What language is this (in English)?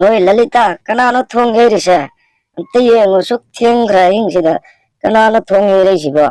Manipuri